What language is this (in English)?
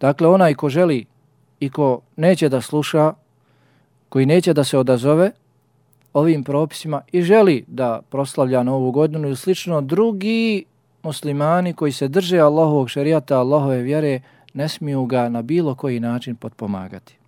Bosnian